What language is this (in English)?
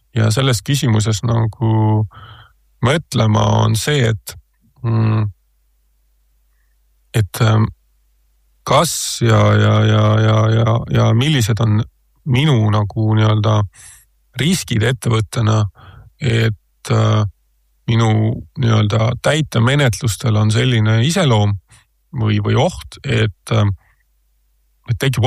Estonian